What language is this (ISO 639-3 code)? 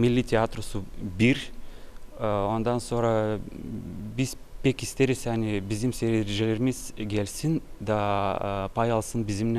gag